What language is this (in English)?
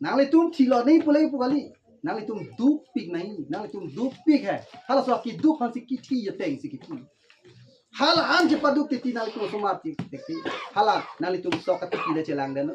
Karbi